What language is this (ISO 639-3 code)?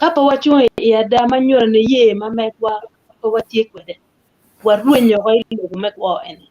ach